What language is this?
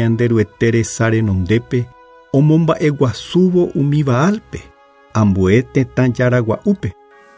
Guarani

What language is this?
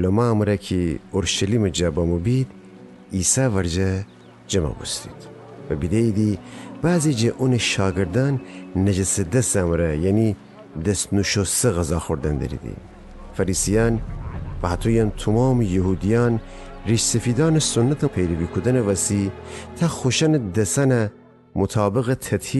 Gilaki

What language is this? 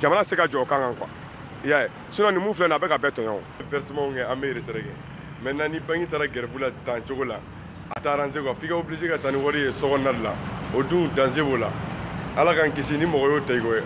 Bambara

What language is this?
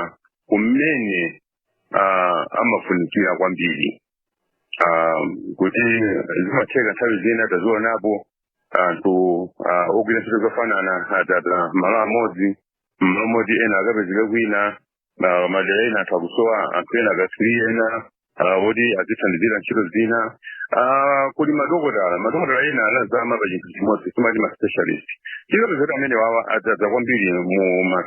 Nyanja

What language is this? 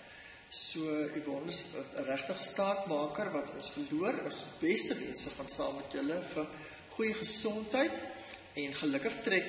Afrikaans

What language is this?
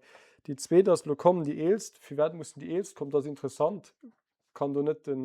Luxembourgish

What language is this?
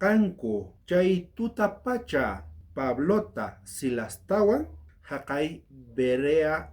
South Bolivian Quechua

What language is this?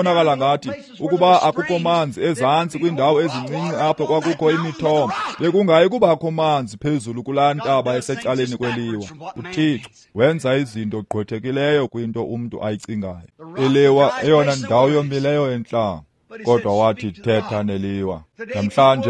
Xhosa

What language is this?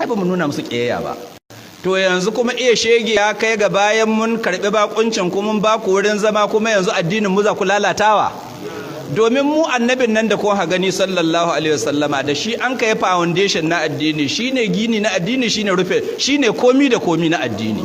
Hausa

